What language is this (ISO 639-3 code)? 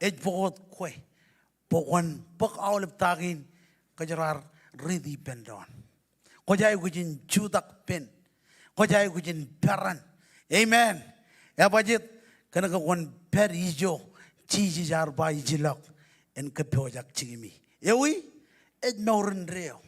mah